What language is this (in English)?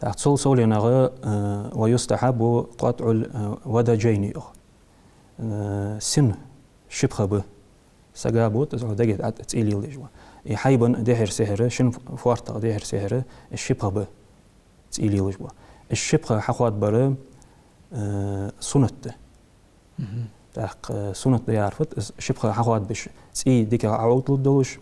Ingush